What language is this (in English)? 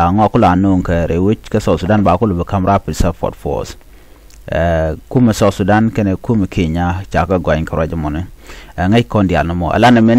Nuer